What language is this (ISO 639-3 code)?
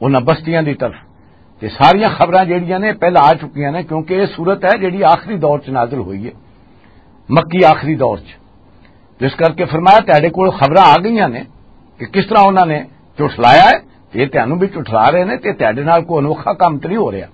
lah